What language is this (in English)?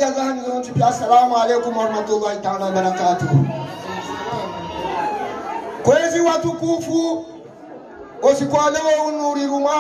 Swahili